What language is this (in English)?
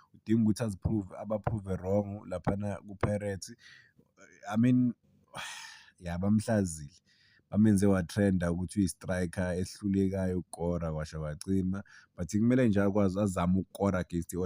Zulu